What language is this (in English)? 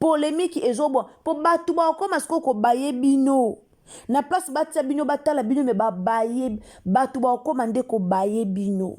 Lingala